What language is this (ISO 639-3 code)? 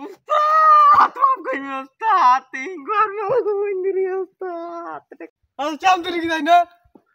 sat